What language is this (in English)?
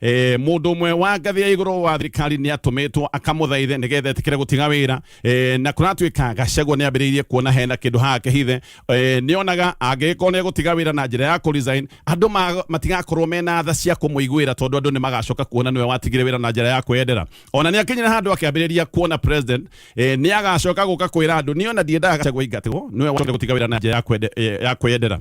Kikuyu